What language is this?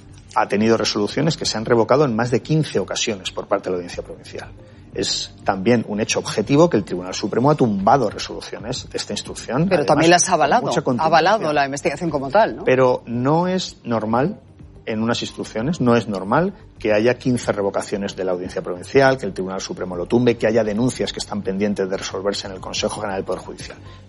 Spanish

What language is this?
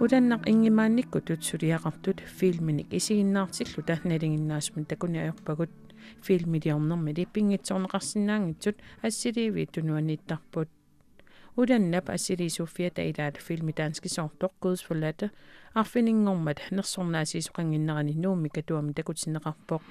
Kalaallisut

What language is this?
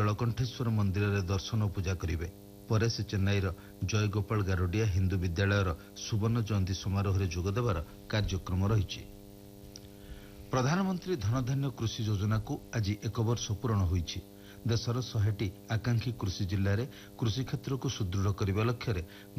Odia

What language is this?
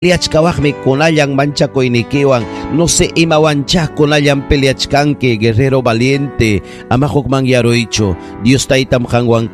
Ayacucho Quechua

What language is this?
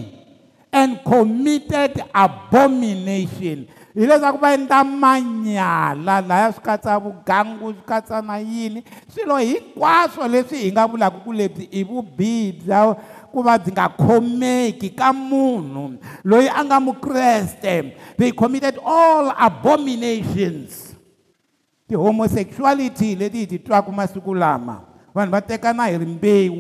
Tsonga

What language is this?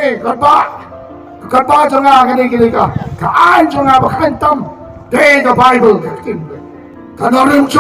Khasi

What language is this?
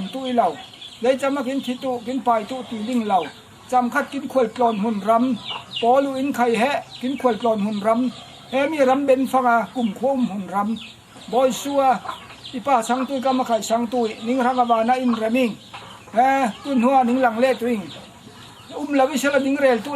Falam Chin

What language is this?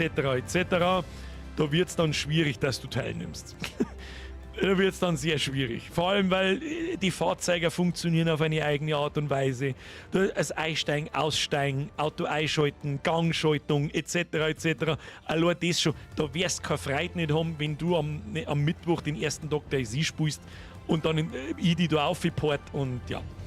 Bavarian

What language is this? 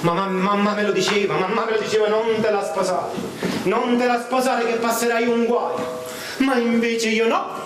Neapolitan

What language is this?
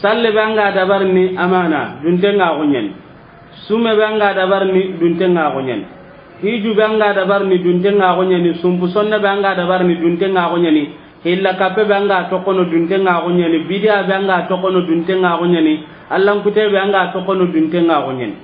Soninke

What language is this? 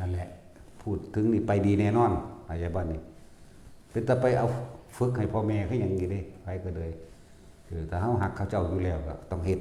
Northeastern Thai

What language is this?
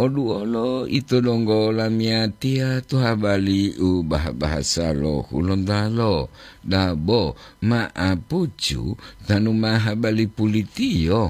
Gorontalo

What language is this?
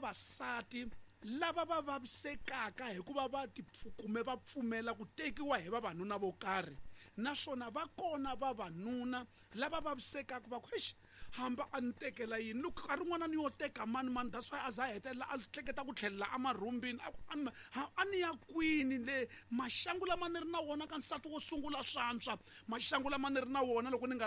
Tsonga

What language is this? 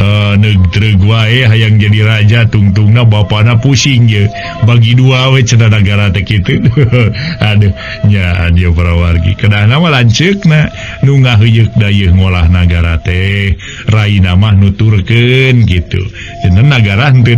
Sundanese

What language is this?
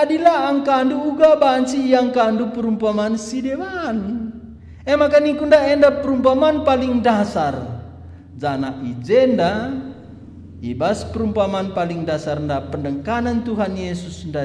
Batak Karo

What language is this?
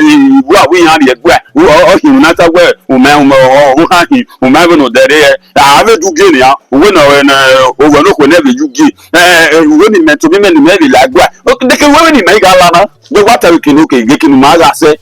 Bini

